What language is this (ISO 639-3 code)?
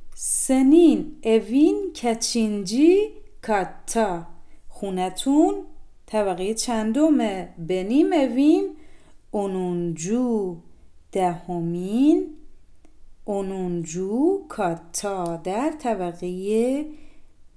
fas